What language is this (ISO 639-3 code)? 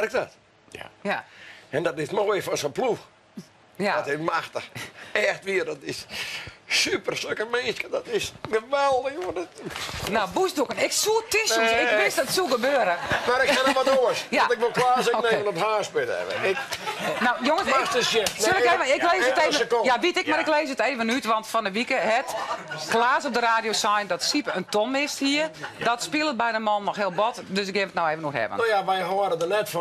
fry